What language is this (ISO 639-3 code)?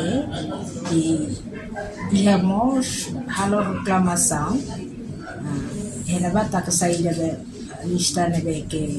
tet